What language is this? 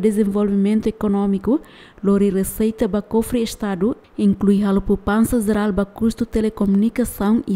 Tetum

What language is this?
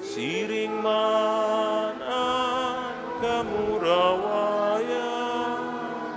Bikol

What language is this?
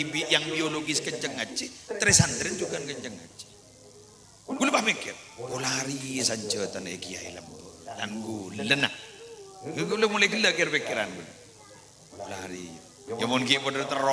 Madurese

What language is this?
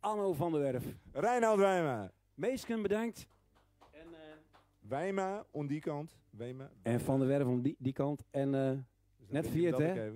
Western Frisian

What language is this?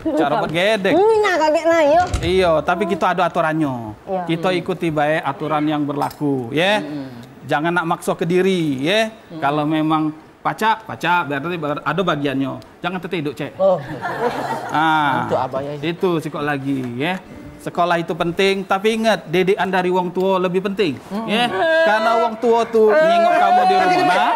Musi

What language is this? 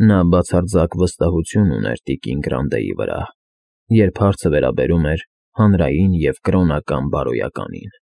Armenian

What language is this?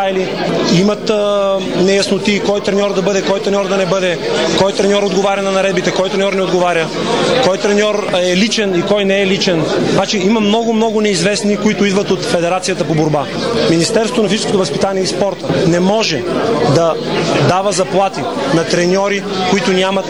Bulgarian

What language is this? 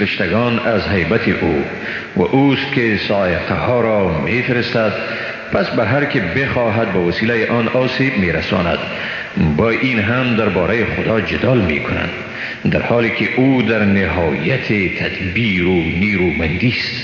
Persian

